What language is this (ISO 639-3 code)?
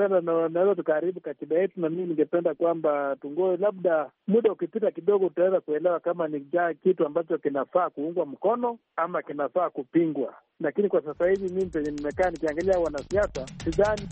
swa